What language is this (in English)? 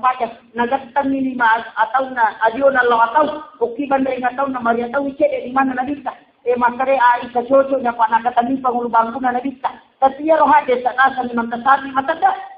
Buginese